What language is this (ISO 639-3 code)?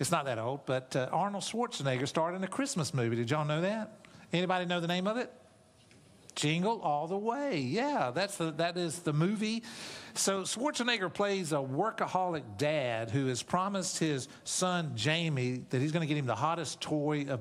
eng